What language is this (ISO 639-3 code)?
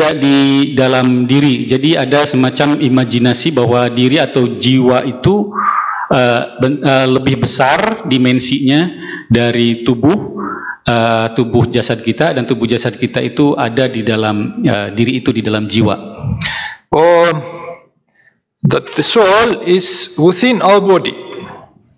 ind